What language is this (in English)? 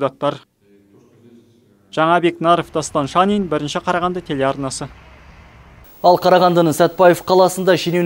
Kazakh